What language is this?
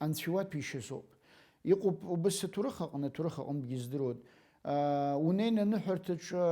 Abkhazian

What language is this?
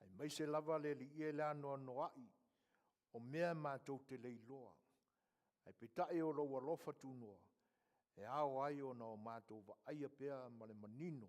Samoan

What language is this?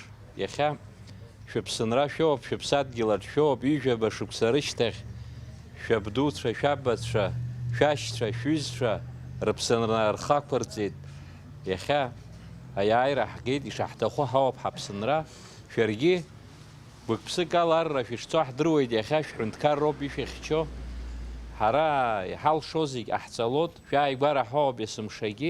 Abkhazian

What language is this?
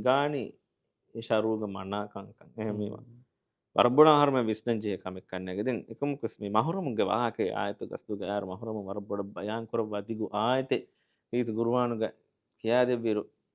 Divehi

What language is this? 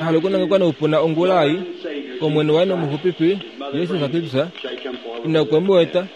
Kuanyama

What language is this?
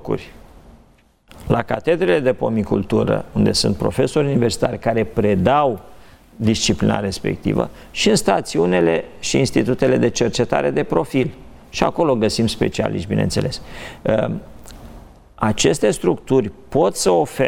Romanian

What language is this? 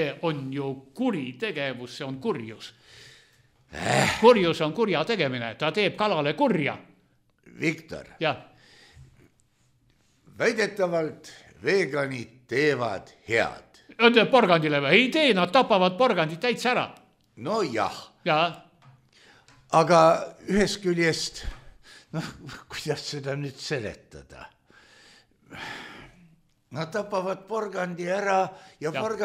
Estonian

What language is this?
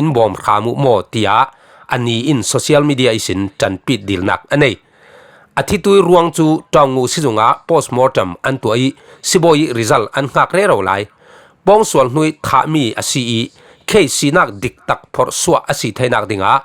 Falam Chin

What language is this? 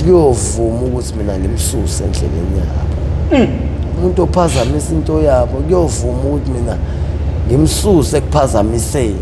Zulu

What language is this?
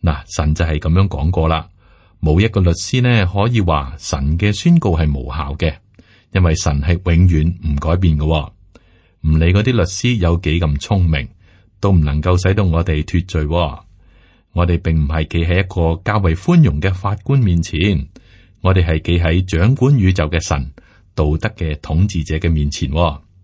Cantonese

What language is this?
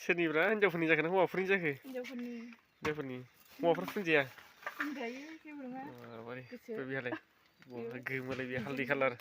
Bodo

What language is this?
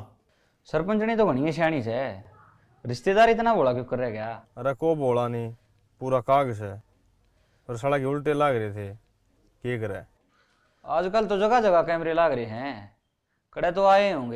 Haryanvi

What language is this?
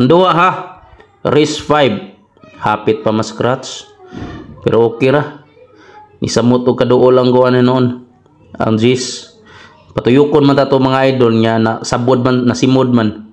Cebuano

